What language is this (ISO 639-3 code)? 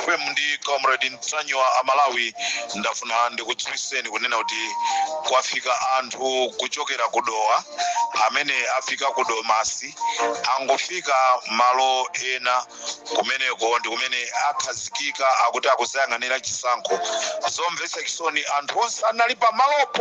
nya